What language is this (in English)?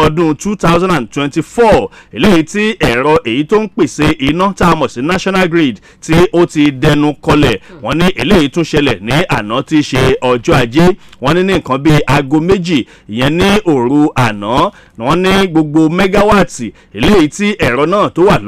Yoruba